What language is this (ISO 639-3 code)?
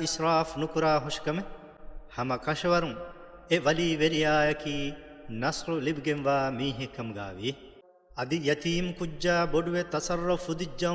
div